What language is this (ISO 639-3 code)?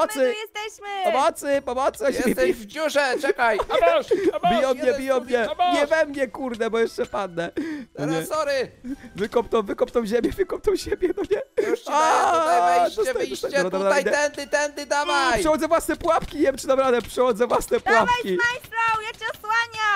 pol